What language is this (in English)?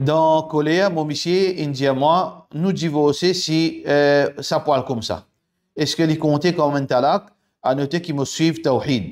Morisyen